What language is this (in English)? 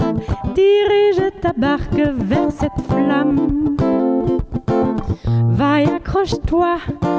French